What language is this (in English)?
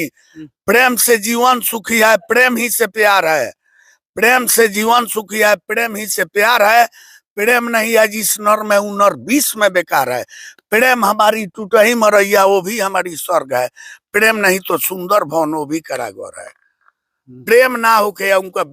Bhojpuri